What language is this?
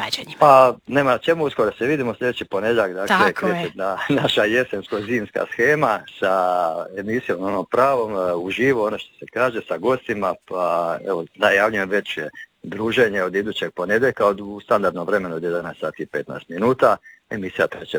Croatian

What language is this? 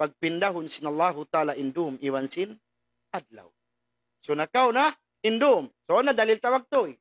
Tausug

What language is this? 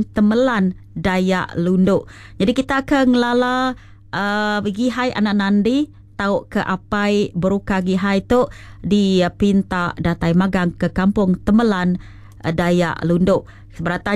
Iban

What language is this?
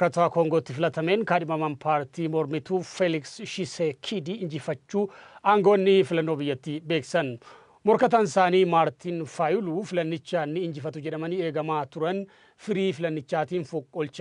Oromo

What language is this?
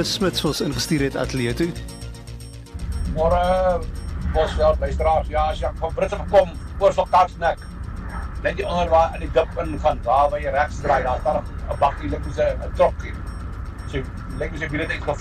Afrikaans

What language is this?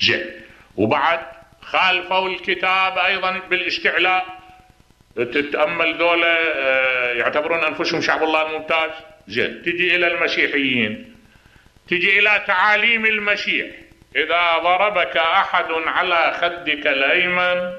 Mesopotamian Arabic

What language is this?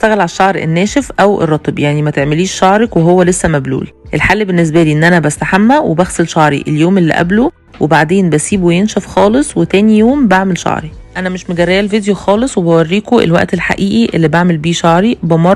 Egyptian Arabic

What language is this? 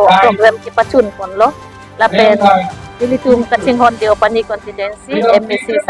Karbi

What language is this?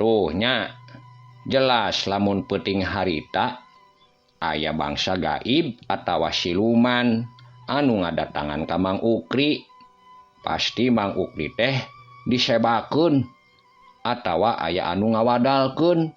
Sundanese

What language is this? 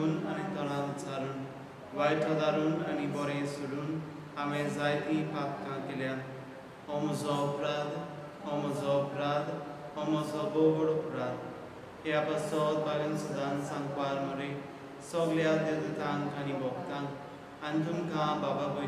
Konkani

